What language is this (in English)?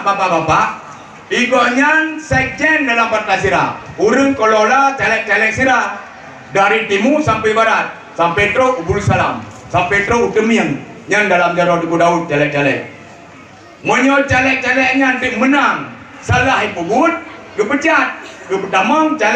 Achinese